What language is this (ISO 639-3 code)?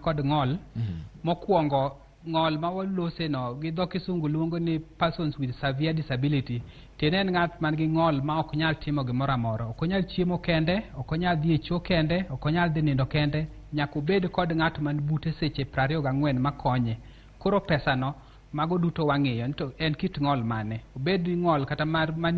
luo